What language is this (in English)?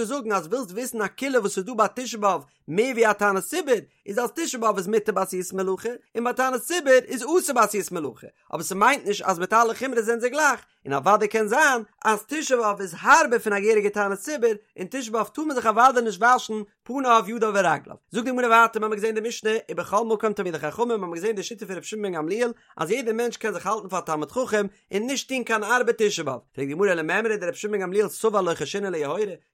Yiddish